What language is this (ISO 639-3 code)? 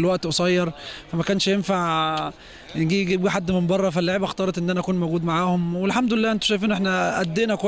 arz